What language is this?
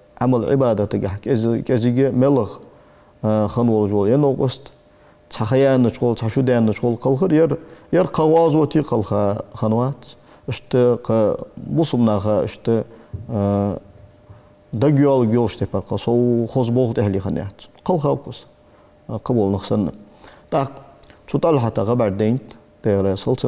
Ingush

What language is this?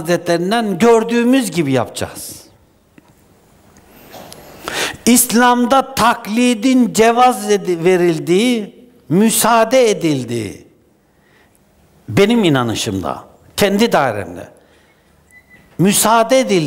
Turkish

